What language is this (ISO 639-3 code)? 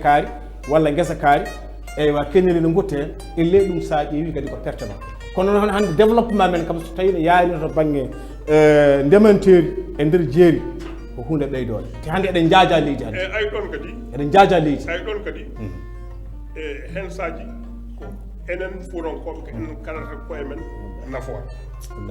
ful